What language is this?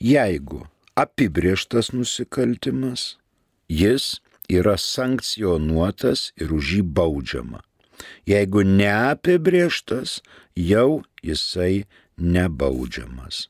Lithuanian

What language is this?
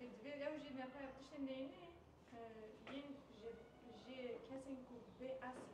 Kurdish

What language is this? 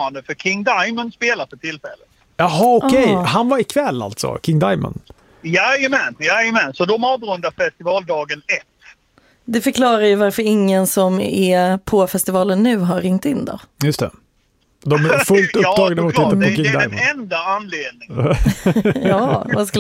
Swedish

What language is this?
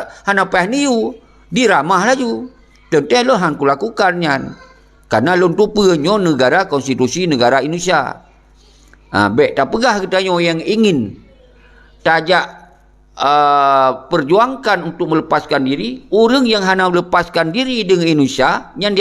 Achinese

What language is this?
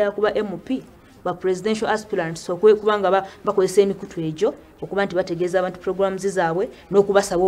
Ganda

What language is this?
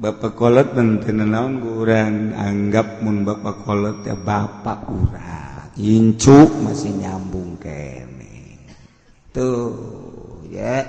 Sundanese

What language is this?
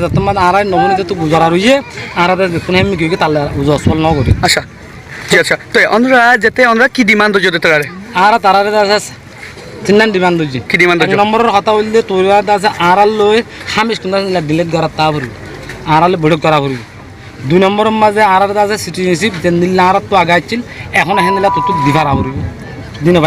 Rohingya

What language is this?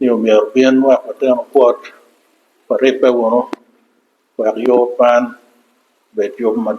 Acoli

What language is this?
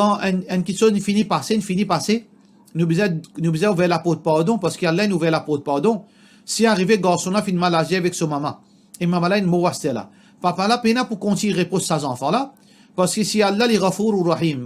Morisyen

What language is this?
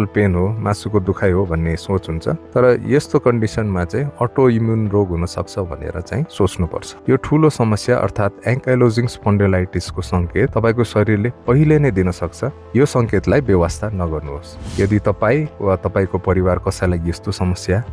Nepali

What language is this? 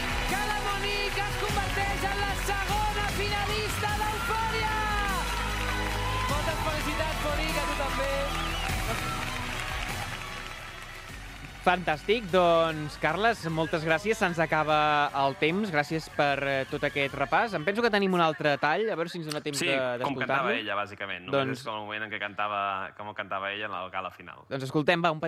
Catalan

